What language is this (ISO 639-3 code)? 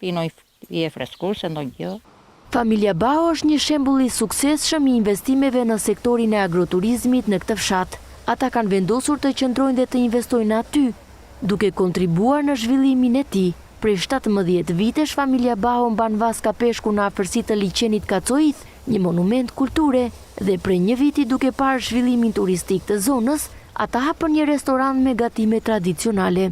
sqi